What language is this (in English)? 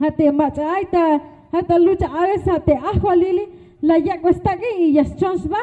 Tzeltal